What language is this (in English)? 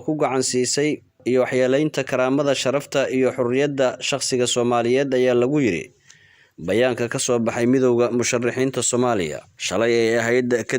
Somali